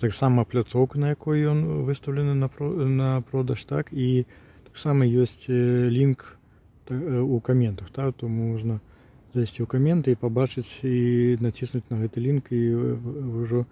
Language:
Belarusian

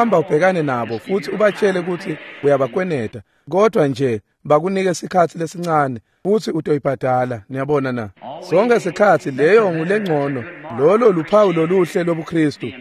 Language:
Swati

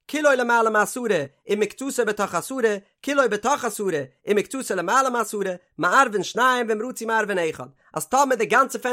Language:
Yiddish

